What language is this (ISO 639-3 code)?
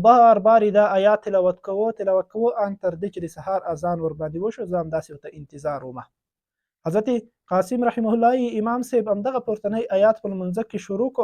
pus